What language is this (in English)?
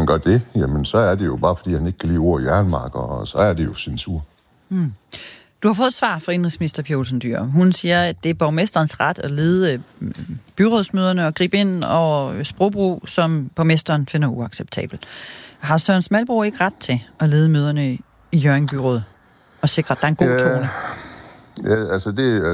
Danish